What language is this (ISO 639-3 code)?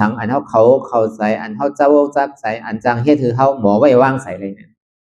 shn